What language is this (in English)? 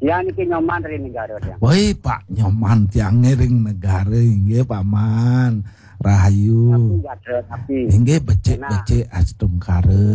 Balinese